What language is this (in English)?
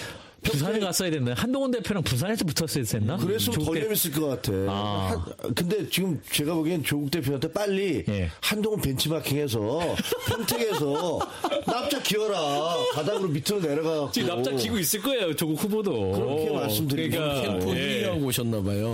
Korean